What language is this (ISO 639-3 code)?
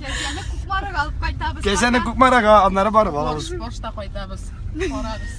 tat